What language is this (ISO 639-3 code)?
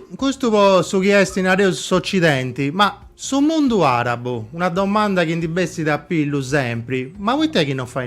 srd